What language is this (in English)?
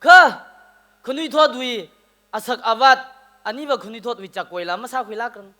Tangkhul Naga (India)